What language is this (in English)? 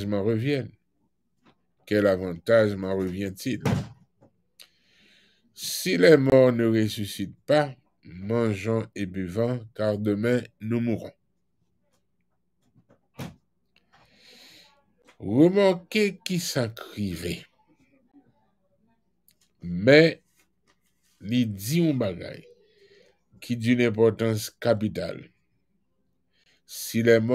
French